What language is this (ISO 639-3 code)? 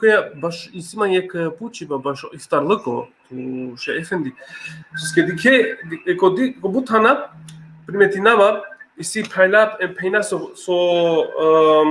rmn